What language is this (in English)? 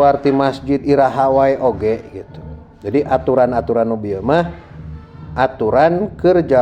Sundanese